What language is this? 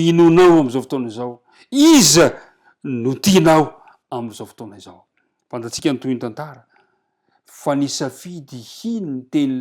Malagasy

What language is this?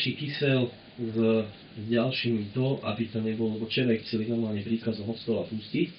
Slovak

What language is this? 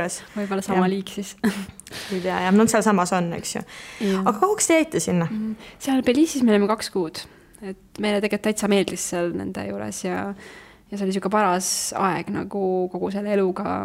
Estonian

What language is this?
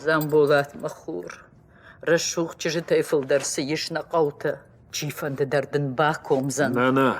Ossetic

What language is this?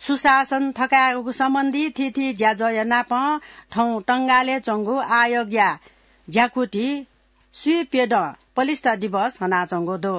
Newari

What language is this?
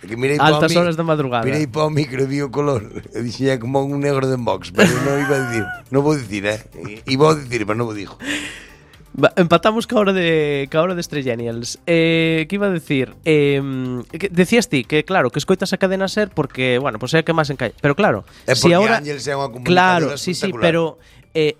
Galician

